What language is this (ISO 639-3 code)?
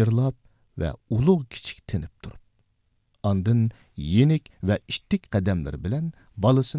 uig